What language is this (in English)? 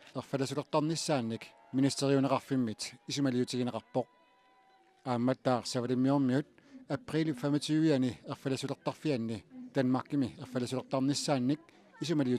Kalaallisut